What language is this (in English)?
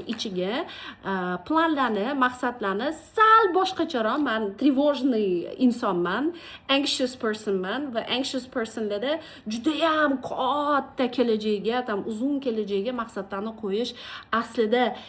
Uzbek